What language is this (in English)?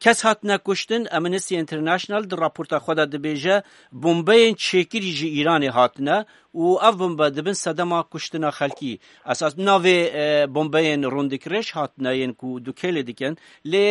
Kurdish